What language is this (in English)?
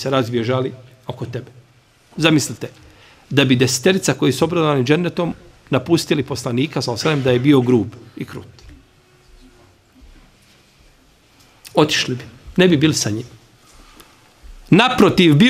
Bosnian